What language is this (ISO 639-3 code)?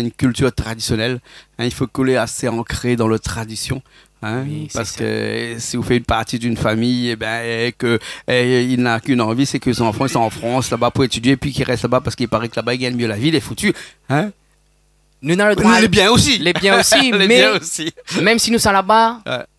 rcf